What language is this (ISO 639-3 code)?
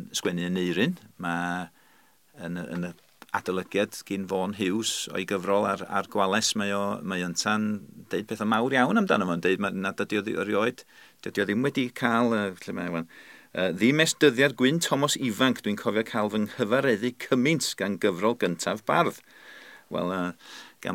cym